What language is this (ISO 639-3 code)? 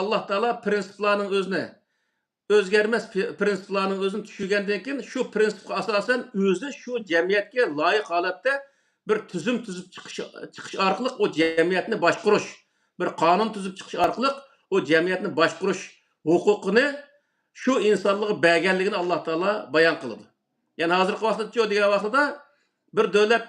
uig